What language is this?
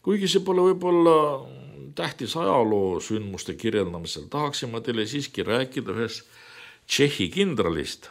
Estonian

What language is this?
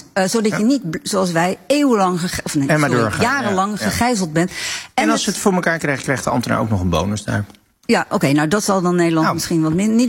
Dutch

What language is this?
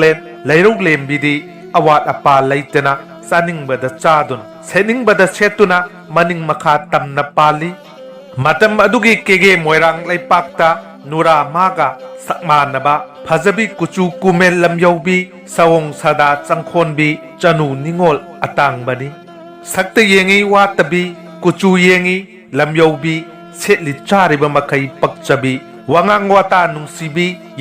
Manipuri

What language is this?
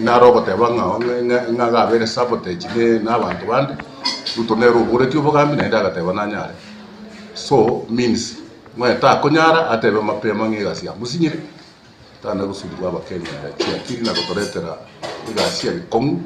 Gusii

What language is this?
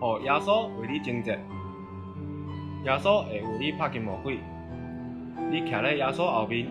Min Nan Chinese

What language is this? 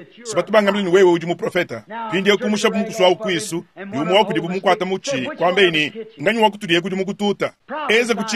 Luba-Lulua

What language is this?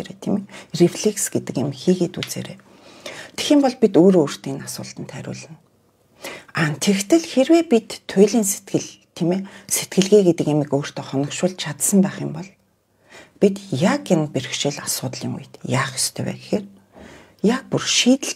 Mongolian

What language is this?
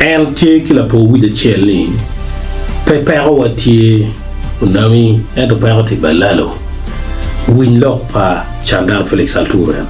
Acoli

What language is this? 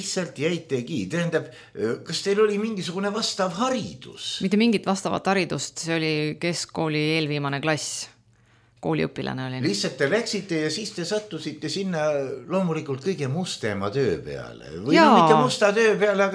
Estonian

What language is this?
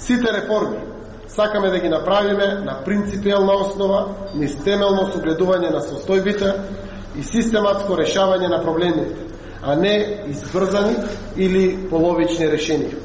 Macedonian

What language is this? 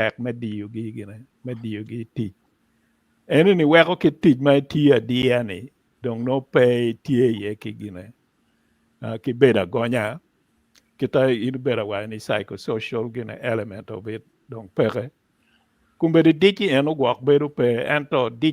Acoli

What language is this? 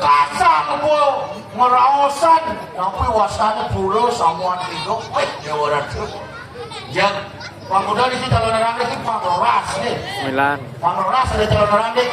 Balinese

